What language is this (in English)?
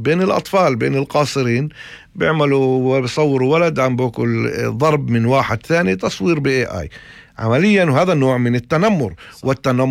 North Levantine Arabic